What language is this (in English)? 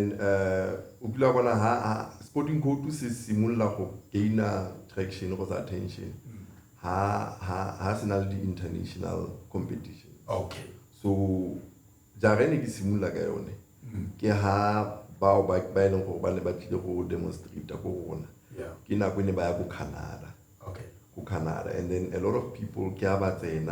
Tswana